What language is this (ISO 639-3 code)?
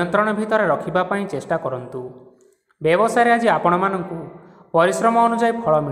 ori